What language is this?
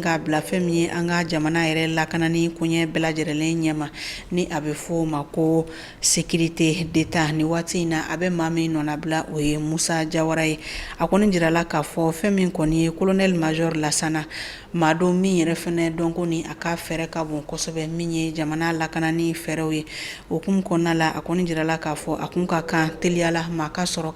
Bambara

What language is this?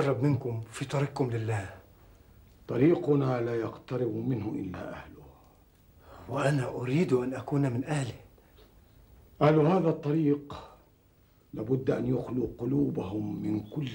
Egyptian Arabic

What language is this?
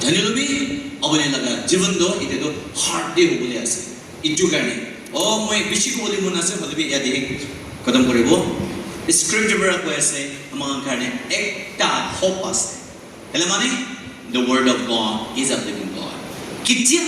Naga Pidgin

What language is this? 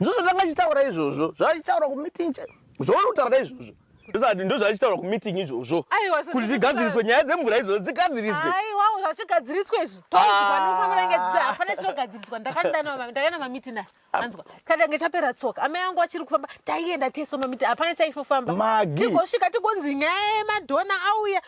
Shona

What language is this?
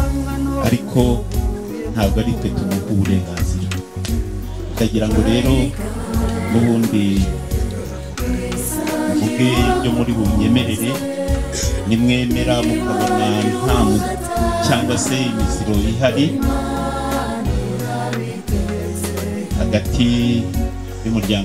Kinyarwanda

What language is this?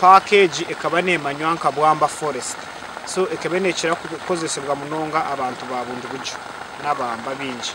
Nyankole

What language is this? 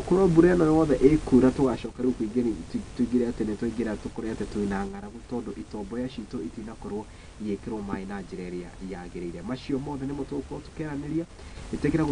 Kikuyu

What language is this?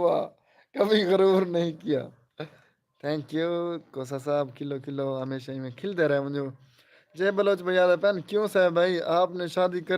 Saraiki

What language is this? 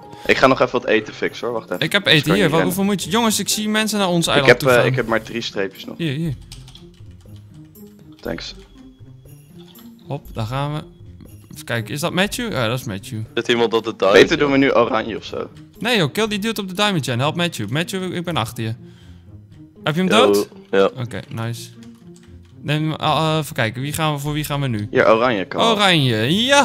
Dutch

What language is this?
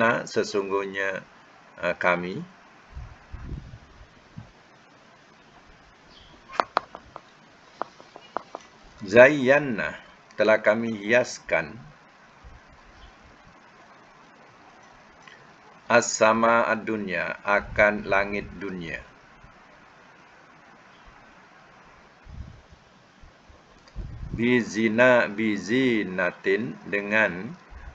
Malay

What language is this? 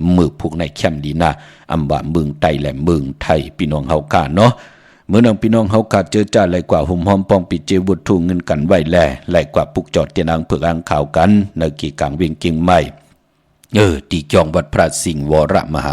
Shan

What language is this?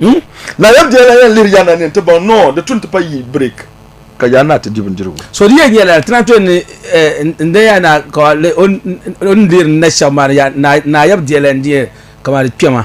Dagbani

